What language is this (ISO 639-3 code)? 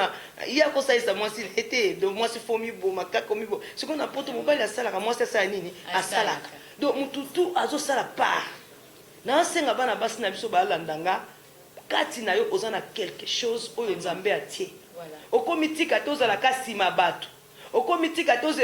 lin